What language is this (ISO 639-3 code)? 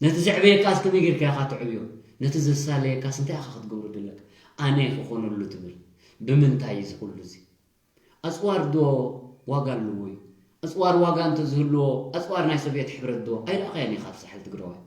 tir